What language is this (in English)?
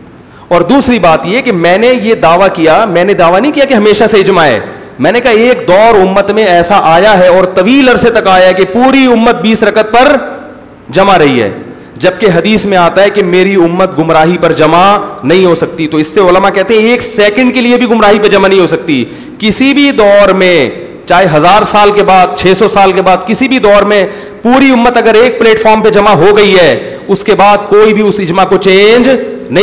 Urdu